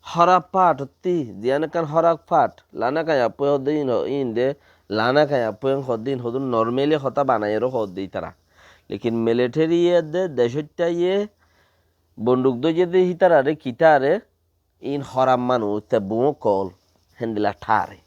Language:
Rohingya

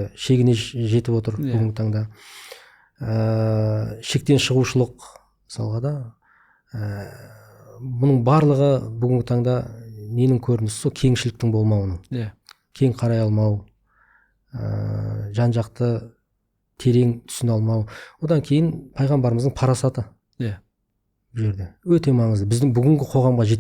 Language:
Kazakh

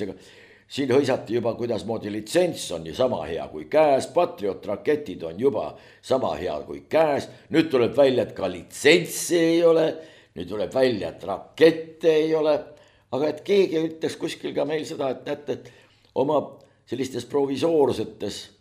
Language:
Estonian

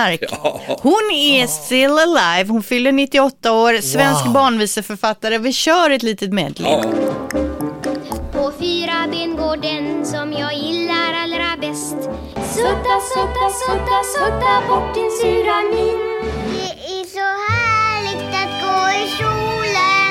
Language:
Swedish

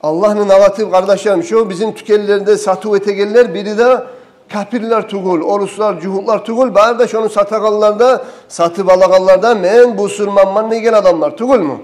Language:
Kumyk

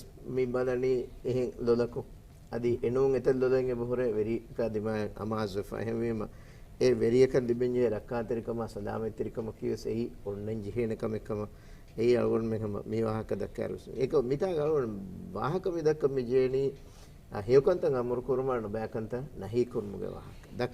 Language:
Divehi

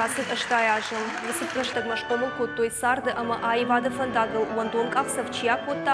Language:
Ossetic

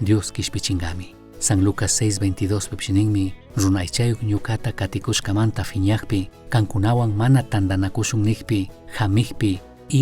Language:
Chimborazo Highland Quichua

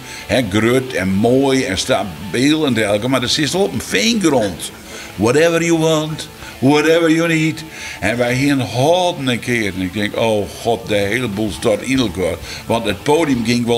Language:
Western Frisian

